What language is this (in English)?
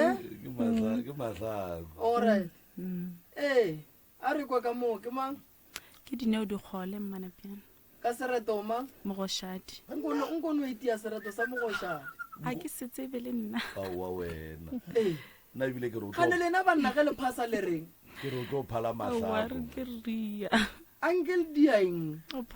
Northern Sotho